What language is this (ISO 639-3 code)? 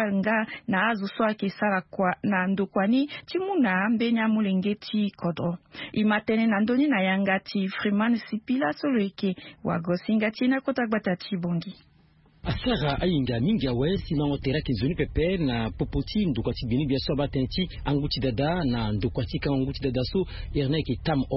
sag